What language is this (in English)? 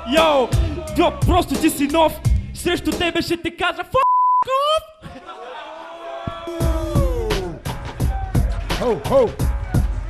Bulgarian